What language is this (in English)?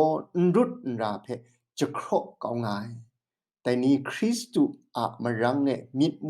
Kachin